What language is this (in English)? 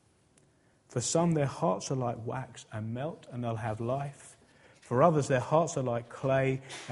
English